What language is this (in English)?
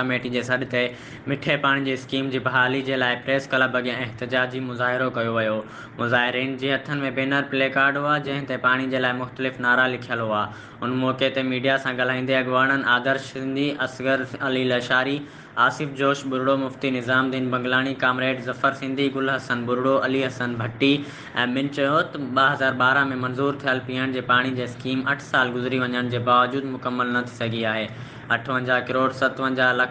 Sindhi